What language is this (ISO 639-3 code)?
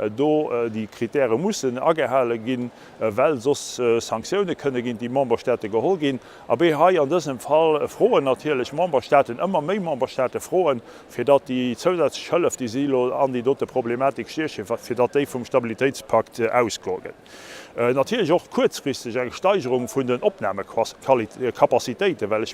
ltz